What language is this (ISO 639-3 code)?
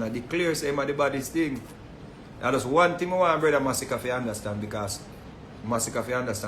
jam